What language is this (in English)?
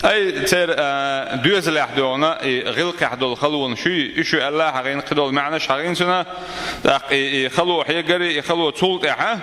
Chechen